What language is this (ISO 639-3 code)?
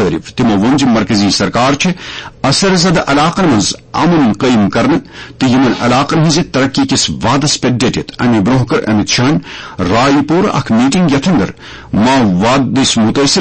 kas